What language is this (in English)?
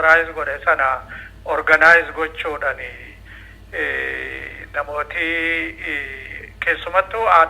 Oromo